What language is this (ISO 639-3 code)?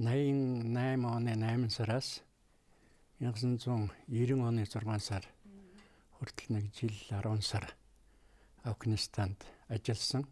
mon